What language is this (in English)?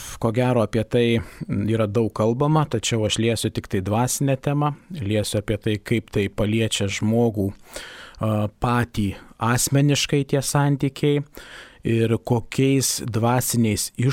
Lithuanian